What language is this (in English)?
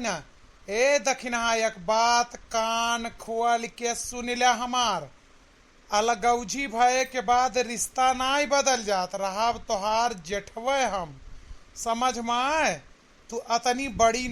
Awadhi